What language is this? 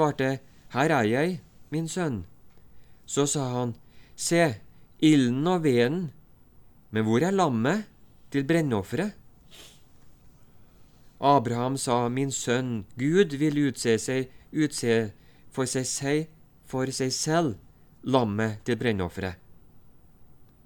Norwegian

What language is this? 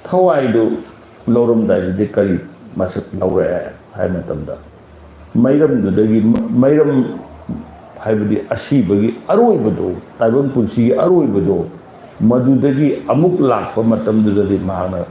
Manipuri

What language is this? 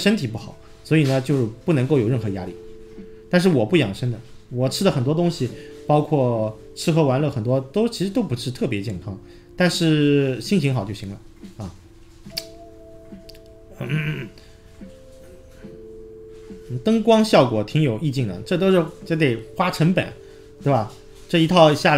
Chinese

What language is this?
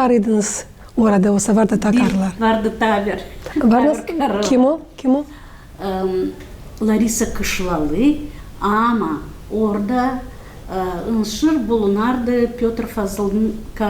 Gagauz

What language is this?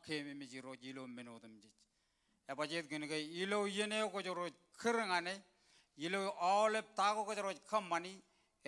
Marshallese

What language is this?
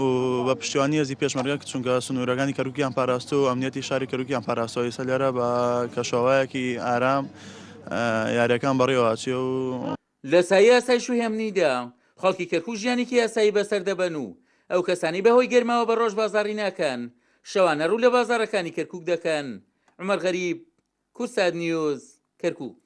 Central Kurdish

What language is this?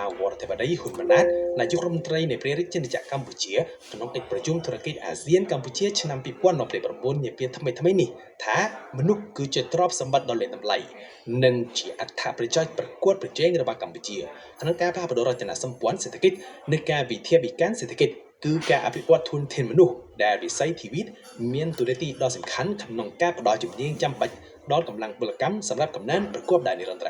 Khmer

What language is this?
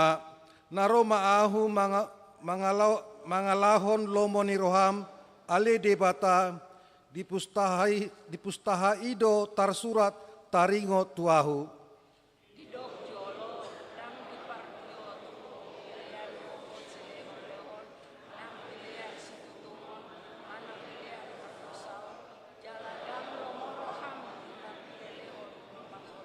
Batak Toba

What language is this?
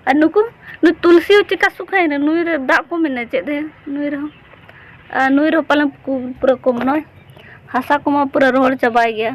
Santali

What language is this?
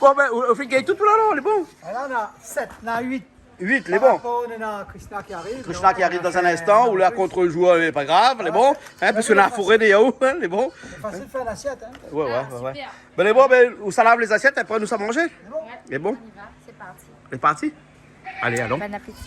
Réunion Creole French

